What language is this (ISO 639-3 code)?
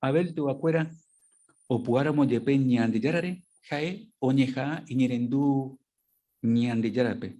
grn